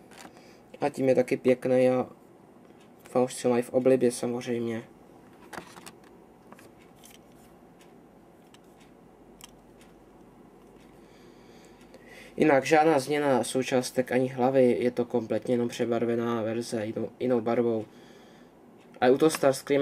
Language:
Czech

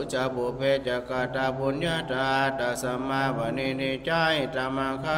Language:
Pali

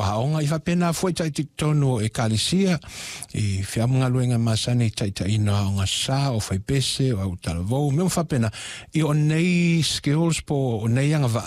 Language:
Samoan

